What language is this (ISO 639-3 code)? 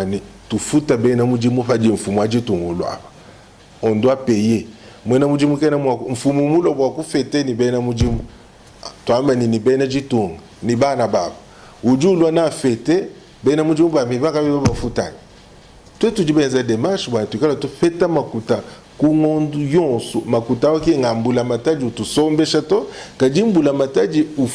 lua